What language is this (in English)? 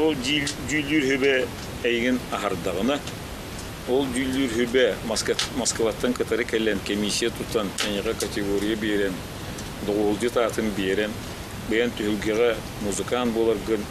Yakut